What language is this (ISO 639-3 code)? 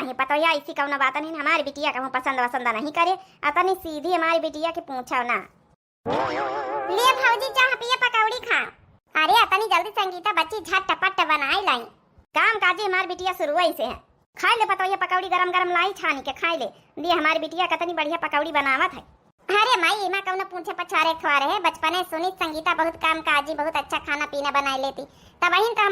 awa